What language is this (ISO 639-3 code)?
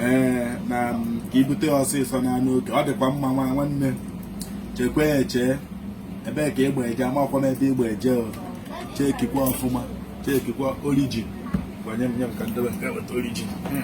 ibo